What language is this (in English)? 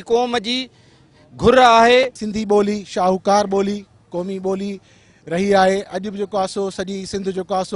Sindhi